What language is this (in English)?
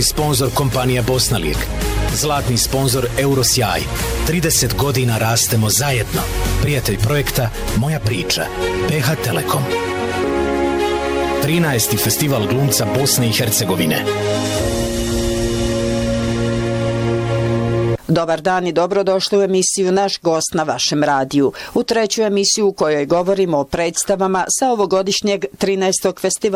Bosnian